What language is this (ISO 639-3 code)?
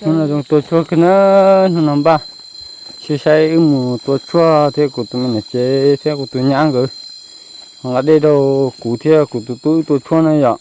hmn